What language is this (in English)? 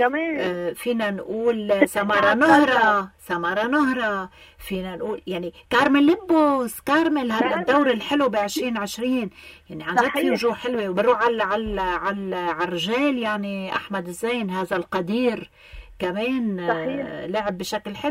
North Levantine Arabic